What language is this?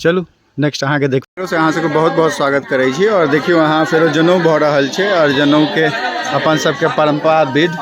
Maithili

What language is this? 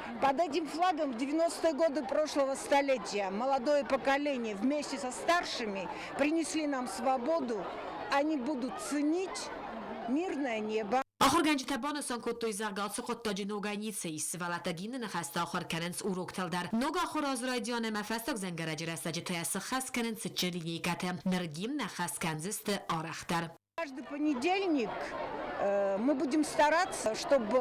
Ossetic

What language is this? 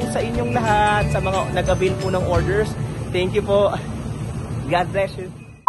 Filipino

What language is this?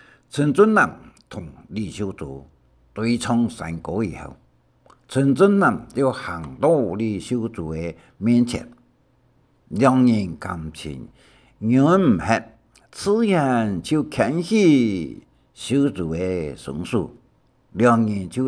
Hakka Chinese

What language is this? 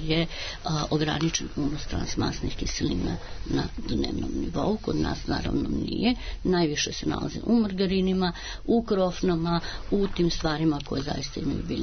Serbian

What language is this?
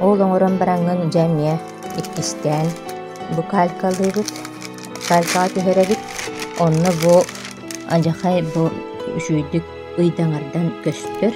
Yakut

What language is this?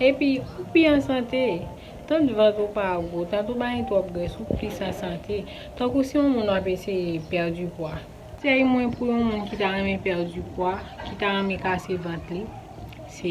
Haitian Creole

